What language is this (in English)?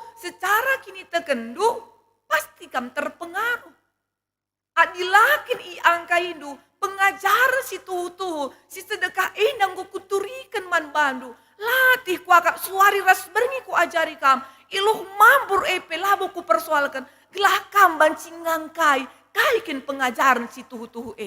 Batak Karo